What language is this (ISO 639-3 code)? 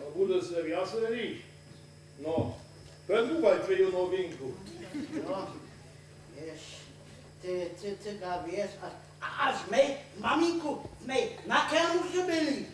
hsb